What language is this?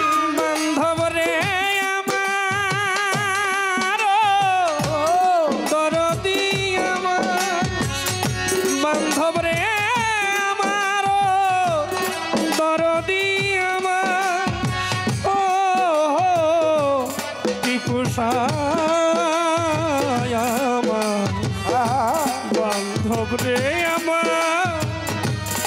Bangla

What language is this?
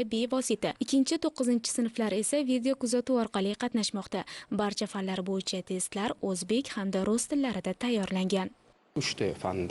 Uzbek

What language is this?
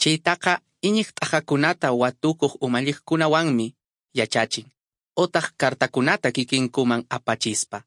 Quechua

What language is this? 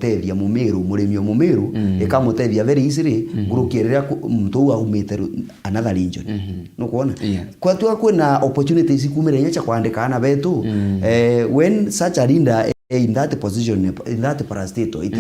Meru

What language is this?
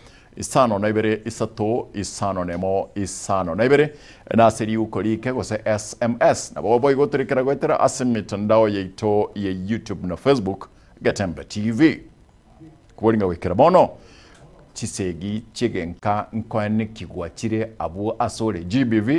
Gusii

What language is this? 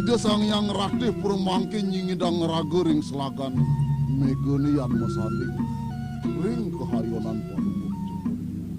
Balinese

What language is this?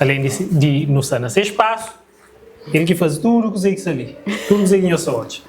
Kabuverdianu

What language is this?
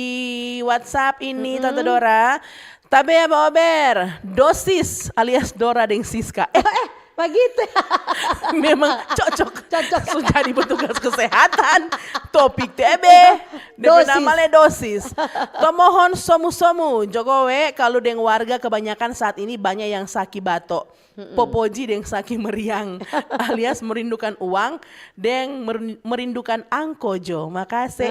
Manado Malay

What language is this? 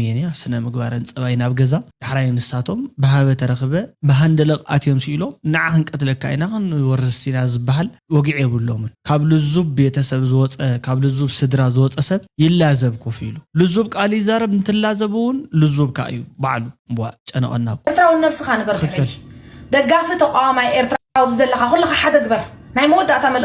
Tigrinya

